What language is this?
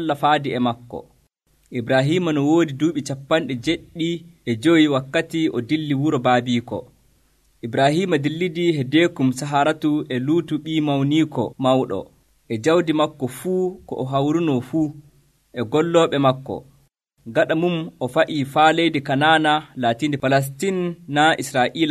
Nigerian Fulfulde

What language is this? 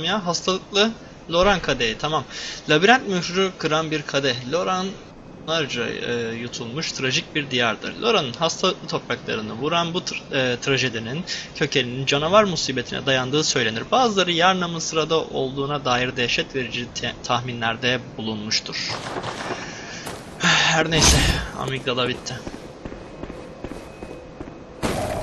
Turkish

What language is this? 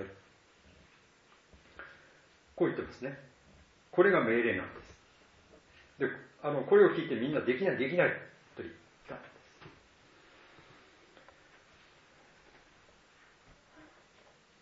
Japanese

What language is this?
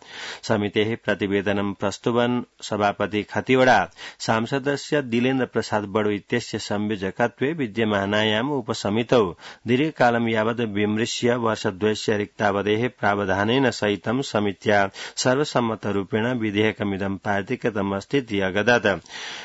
Sanskrit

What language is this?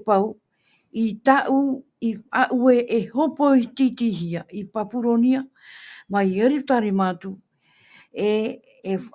Tahitian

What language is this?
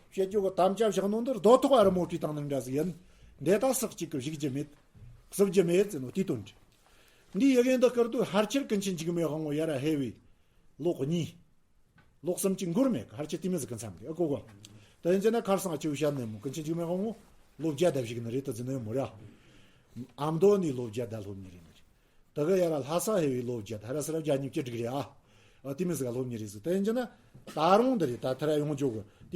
Tibetan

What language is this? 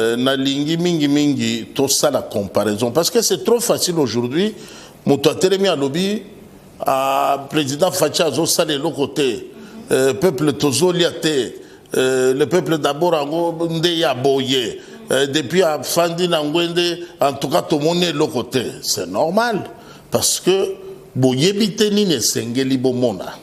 Lingala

